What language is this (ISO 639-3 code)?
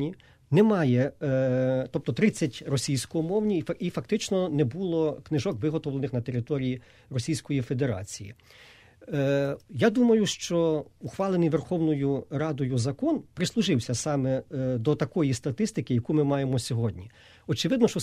ukr